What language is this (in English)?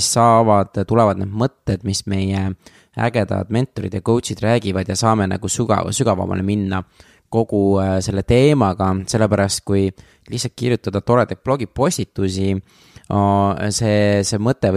Estonian